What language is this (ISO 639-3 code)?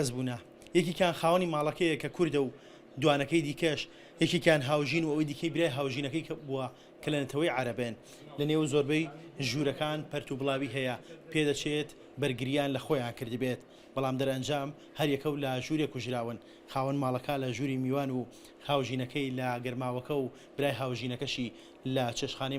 ckb